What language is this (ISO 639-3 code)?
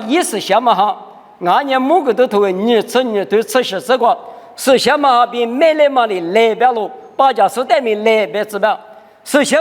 lis